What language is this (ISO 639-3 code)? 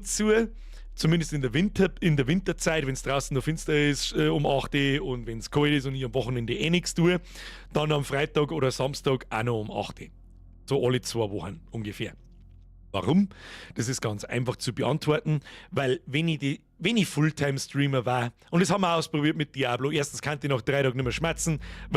bar